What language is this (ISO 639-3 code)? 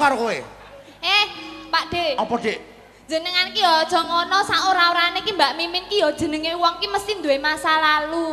jav